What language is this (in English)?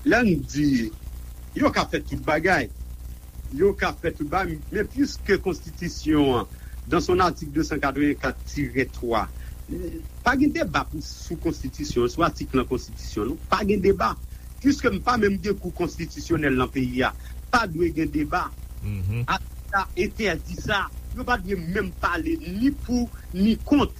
Haitian Creole